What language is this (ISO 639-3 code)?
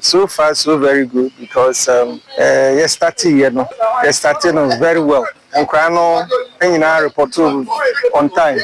aka